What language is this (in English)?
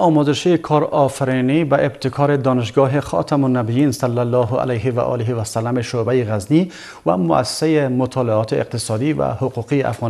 Persian